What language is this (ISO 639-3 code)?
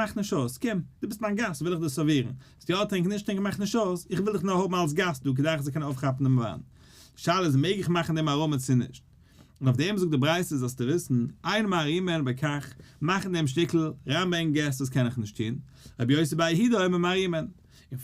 yid